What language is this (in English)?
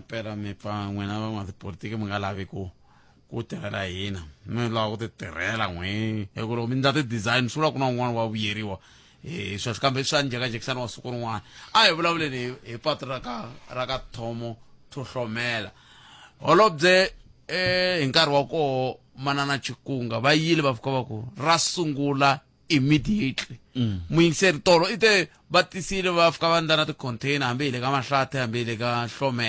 Tsonga